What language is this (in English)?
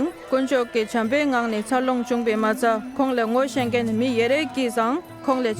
Dolpo